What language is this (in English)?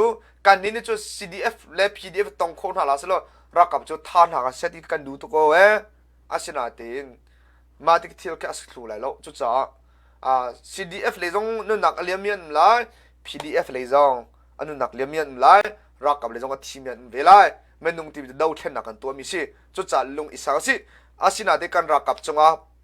Hakha Chin